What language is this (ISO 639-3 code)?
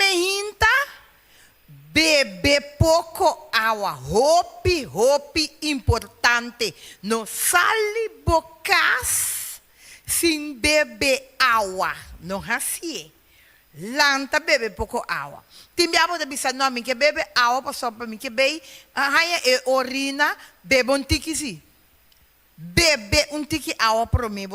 pap